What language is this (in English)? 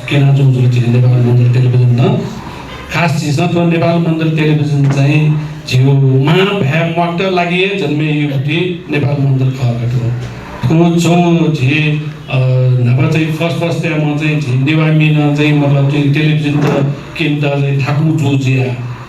Newari